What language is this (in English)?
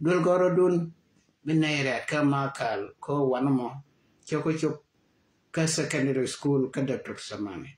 Nuer